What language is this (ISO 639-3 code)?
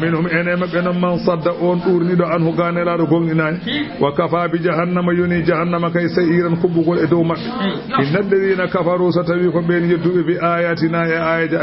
ful